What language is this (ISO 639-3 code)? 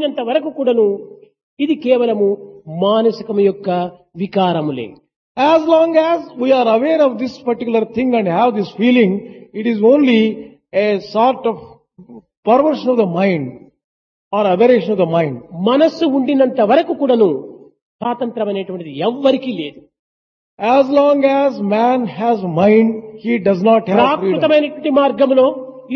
tel